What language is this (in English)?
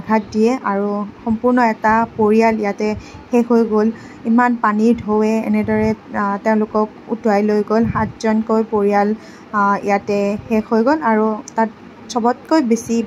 Assamese